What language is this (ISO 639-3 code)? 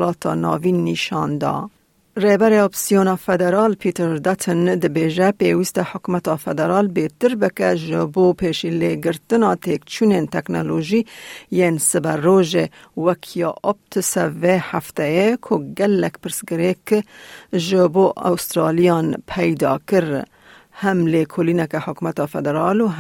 kur